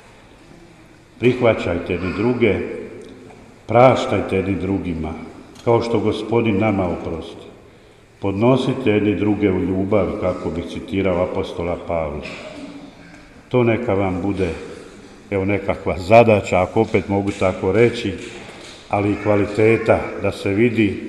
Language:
Croatian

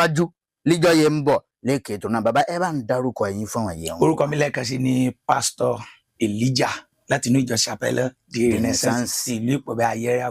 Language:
Yoruba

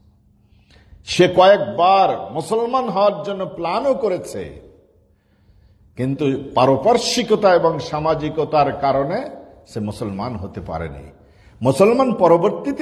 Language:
Bangla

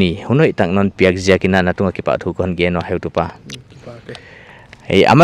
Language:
Paite Chin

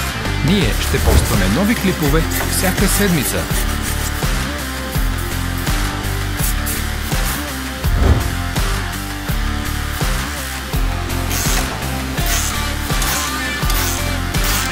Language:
Bulgarian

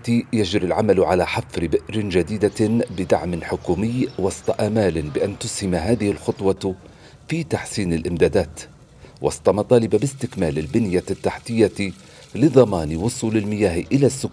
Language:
Arabic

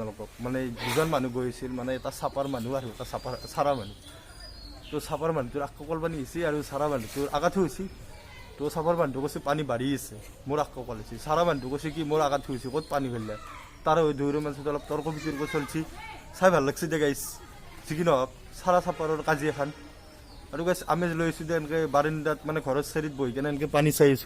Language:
Assamese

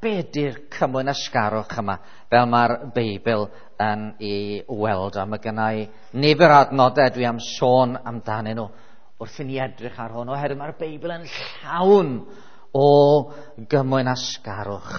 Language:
Welsh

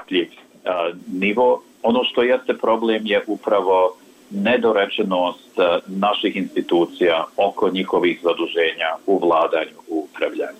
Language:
Bosnian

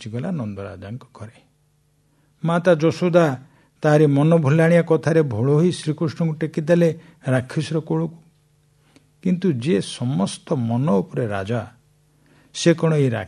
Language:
Odia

